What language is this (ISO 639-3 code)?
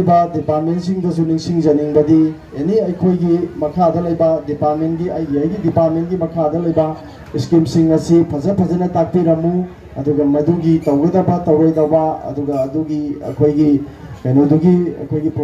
mni